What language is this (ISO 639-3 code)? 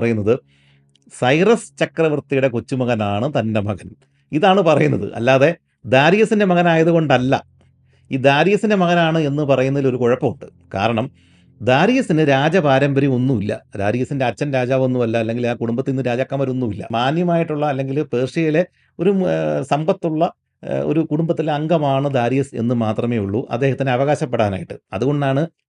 mal